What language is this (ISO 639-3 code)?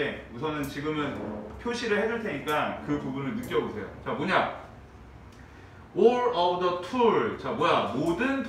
kor